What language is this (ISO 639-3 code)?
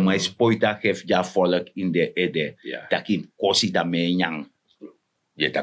srn